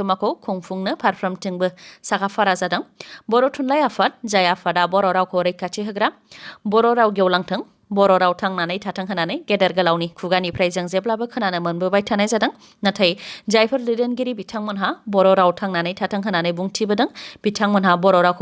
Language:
Bodo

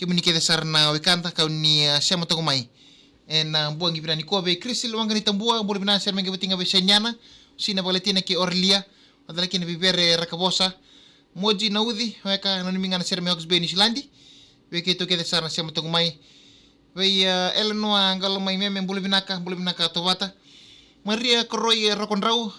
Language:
Fijian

